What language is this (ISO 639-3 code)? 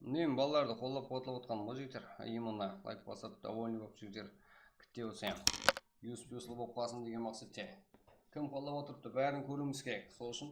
kaa